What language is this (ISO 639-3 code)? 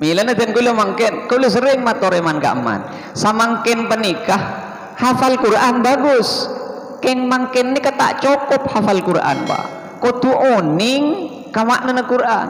mad